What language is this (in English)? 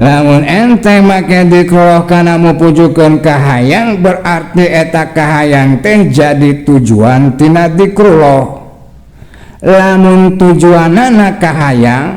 Sundanese